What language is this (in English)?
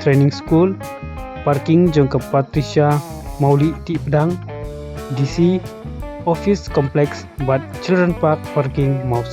Khasi